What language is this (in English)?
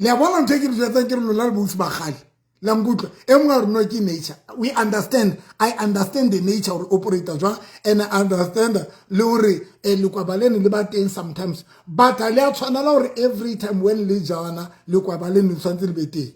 Southern Sotho